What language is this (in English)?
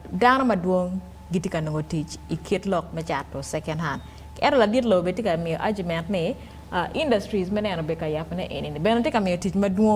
Acoli